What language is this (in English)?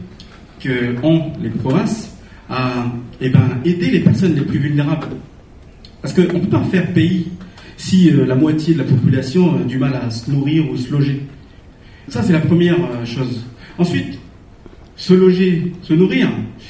French